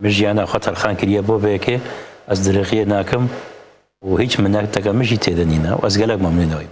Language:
Kurdish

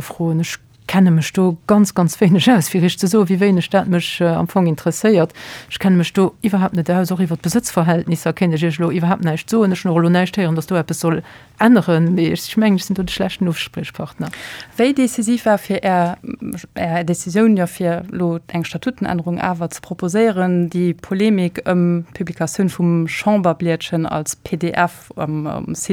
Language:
Luxembourgish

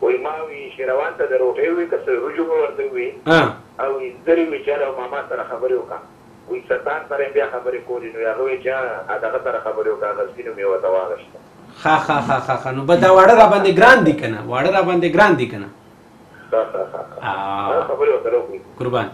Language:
Pashto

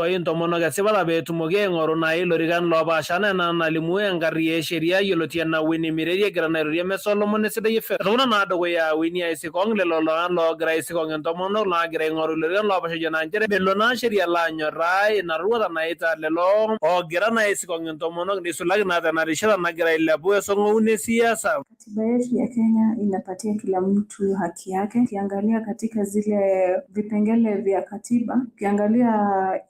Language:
Masai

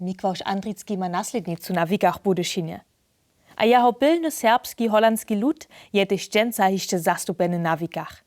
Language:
Upper Sorbian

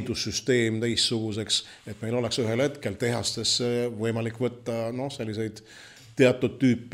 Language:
Estonian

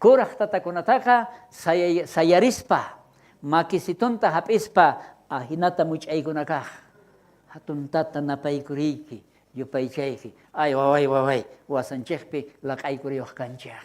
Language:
South Bolivian Quechua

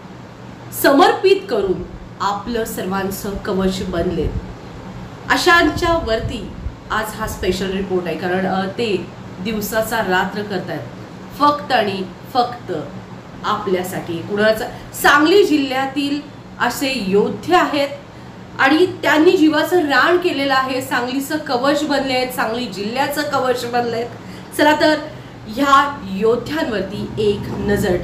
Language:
Marathi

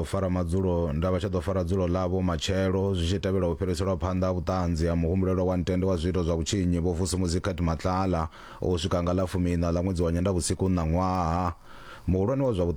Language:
Venda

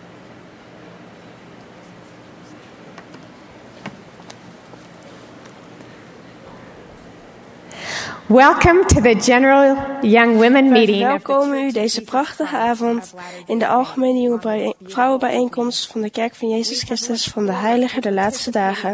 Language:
Dutch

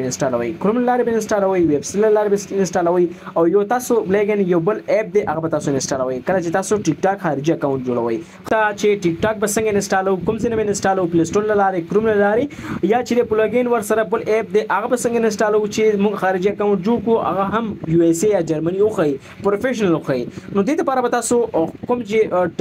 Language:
Pashto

